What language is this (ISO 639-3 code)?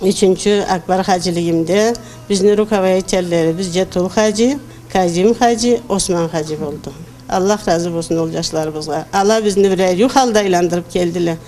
krc